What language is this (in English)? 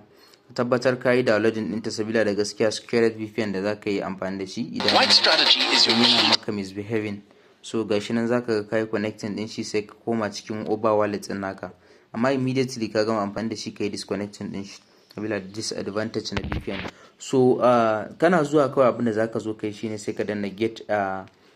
Hausa